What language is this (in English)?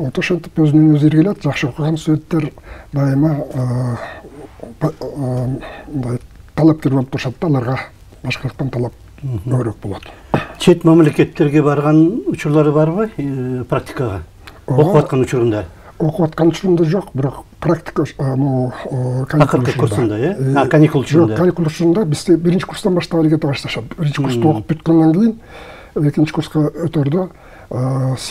Kyrgyz